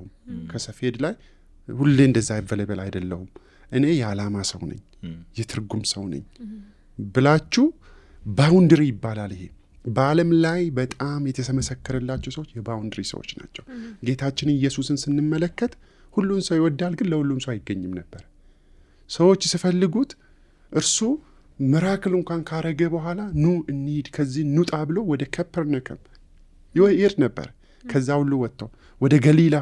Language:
Amharic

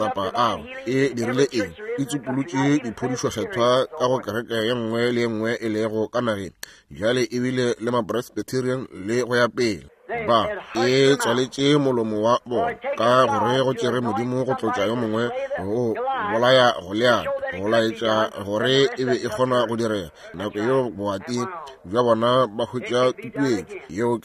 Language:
Northern Sotho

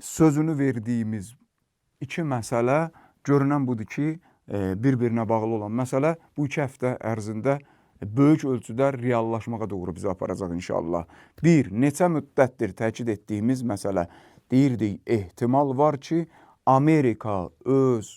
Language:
Azerbaijani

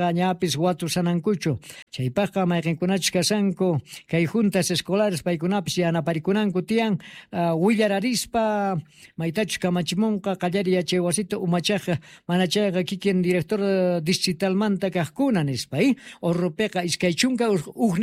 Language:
South Bolivian Quechua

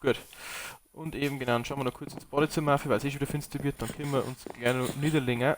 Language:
Bavarian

